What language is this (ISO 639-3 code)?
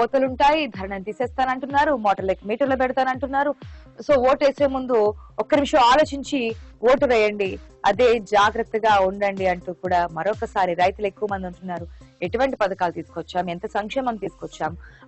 tel